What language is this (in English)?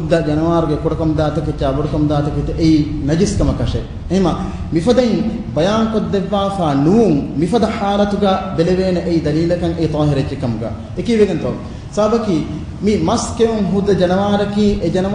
Divehi